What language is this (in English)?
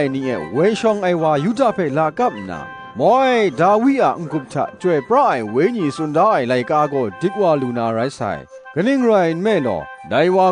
Kachin